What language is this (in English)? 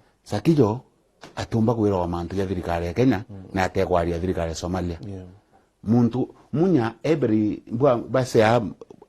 Meru